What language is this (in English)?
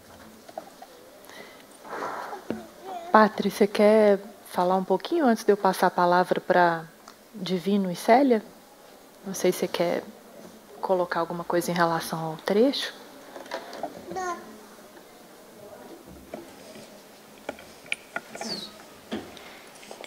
Portuguese